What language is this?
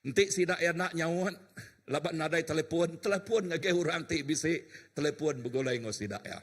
Iban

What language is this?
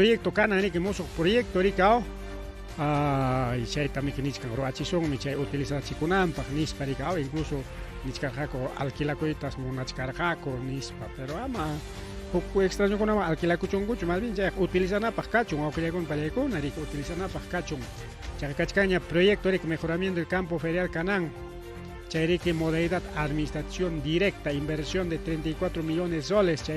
Ayacucho Quechua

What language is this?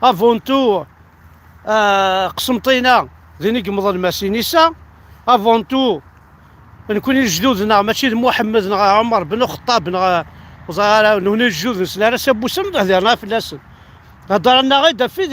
Kabyle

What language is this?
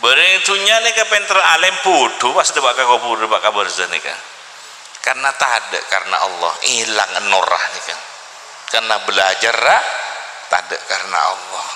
Madurese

